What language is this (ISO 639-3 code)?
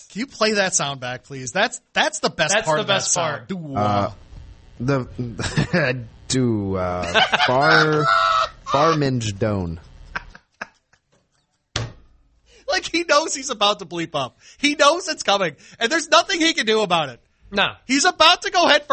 eng